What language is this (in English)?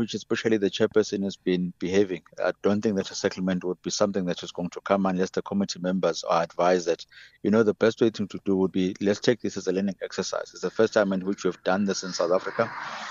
English